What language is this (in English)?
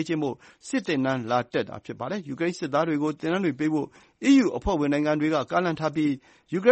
Burmese